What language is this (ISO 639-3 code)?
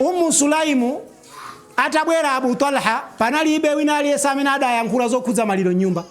nya